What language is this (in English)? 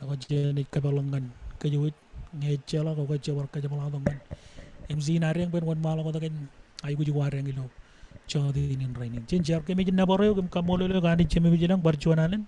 Marshallese